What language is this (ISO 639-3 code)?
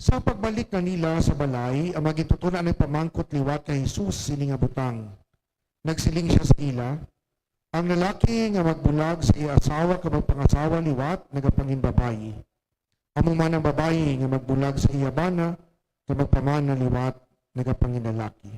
hil